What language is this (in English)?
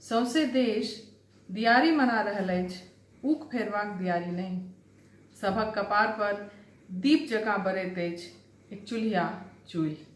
Maithili